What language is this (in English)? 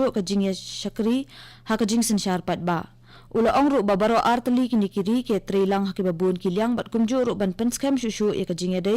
Khasi